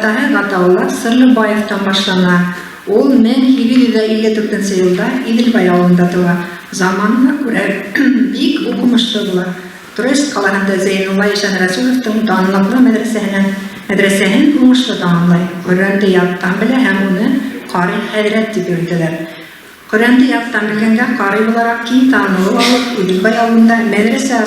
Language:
Bashkir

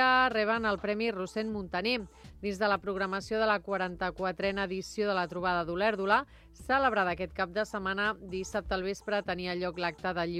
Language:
Catalan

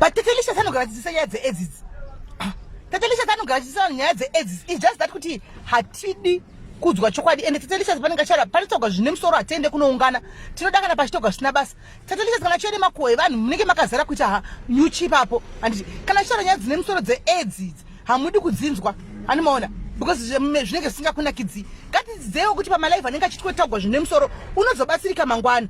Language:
Shona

